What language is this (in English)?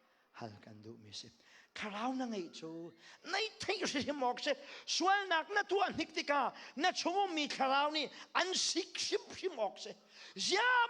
Hakha Chin